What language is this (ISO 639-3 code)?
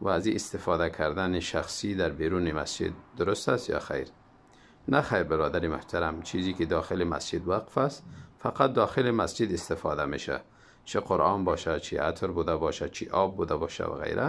tgk